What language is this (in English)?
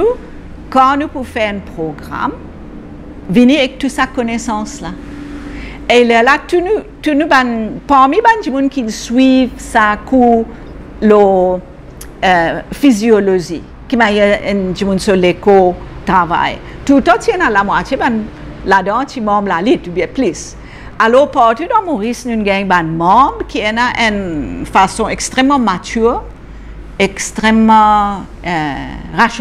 Morisyen